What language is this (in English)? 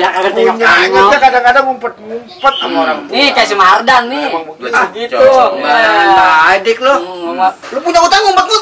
Betawi